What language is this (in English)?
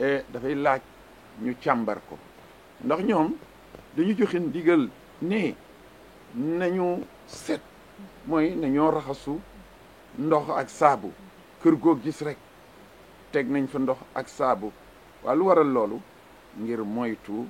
Wolof